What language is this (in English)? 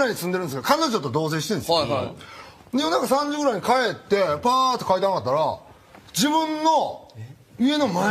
Japanese